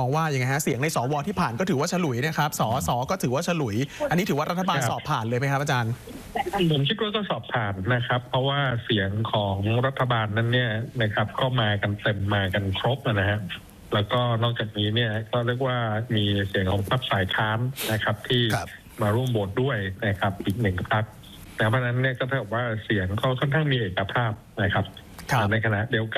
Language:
Thai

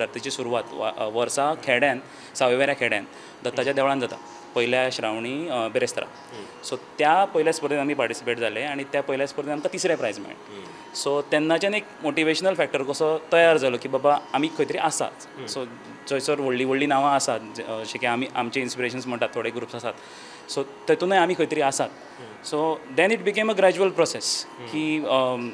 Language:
Konkani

